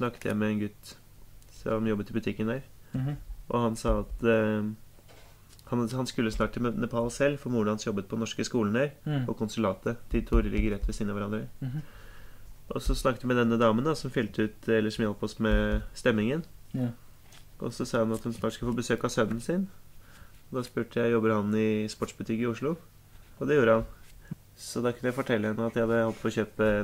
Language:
Norwegian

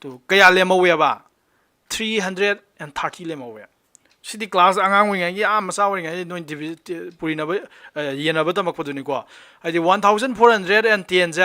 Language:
Manipuri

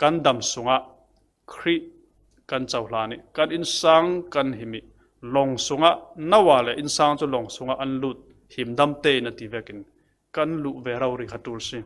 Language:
Falam Chin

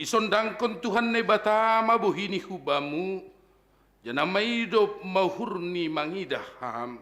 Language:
Batak Simalungun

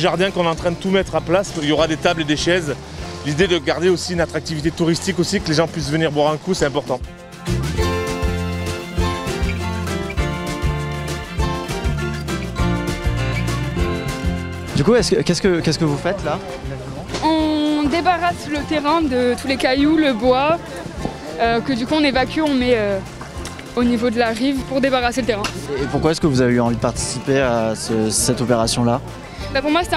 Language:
French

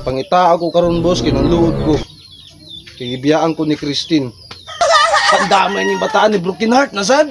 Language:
Cebuano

